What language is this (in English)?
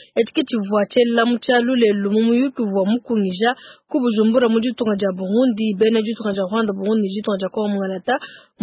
Luba-Lulua